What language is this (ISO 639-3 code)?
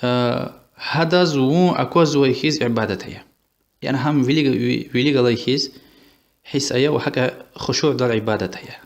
lez